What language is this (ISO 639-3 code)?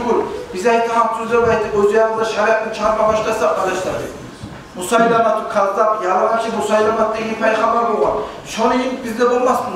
kum